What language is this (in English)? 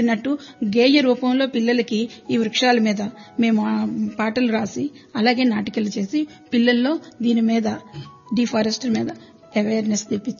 Telugu